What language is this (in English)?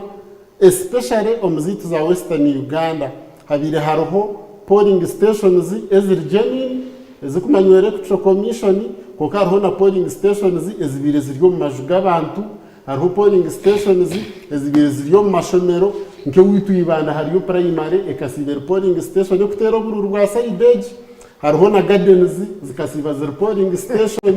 Nyankole